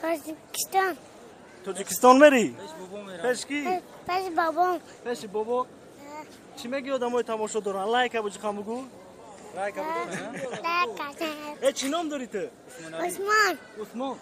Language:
Tajik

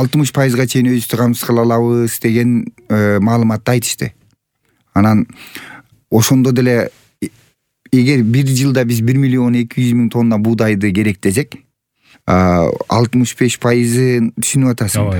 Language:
Kyrgyz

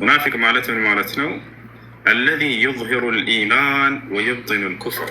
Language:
Amharic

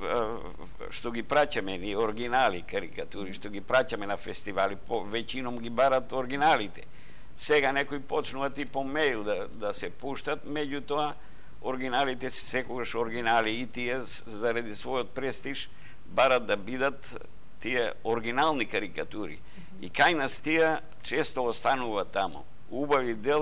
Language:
Macedonian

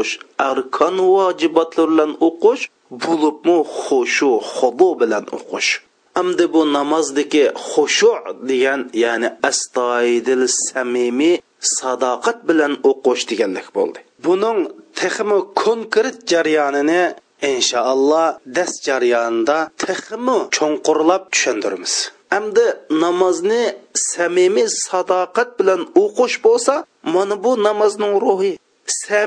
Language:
Uyghur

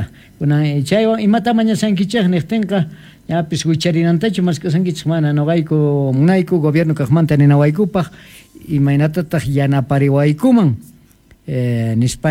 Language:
Quechua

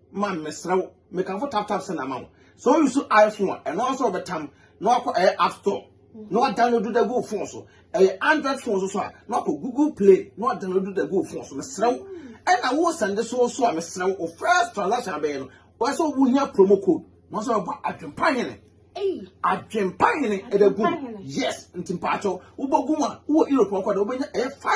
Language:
Akan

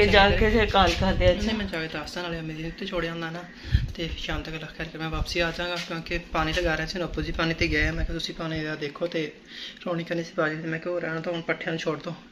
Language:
Punjabi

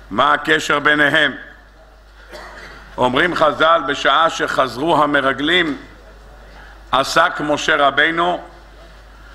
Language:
Hebrew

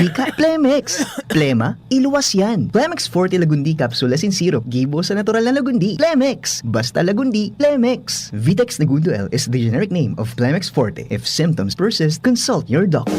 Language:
Bikol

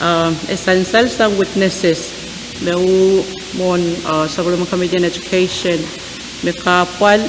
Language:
Pohnpeian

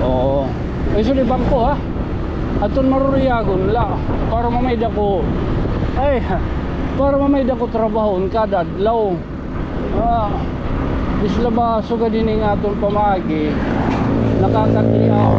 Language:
Waray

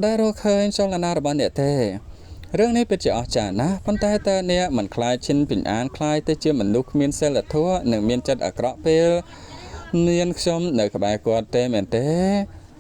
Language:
Khmer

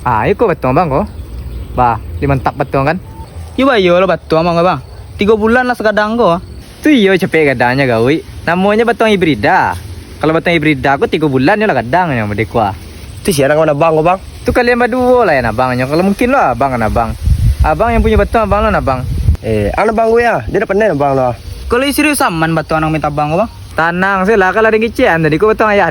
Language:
Minangkabau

